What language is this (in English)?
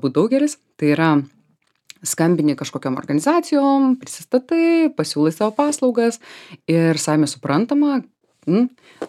Lithuanian